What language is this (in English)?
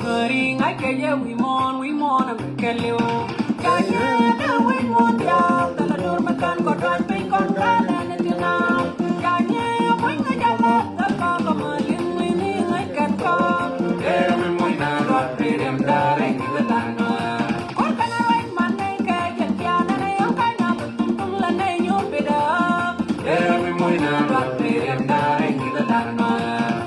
Nuer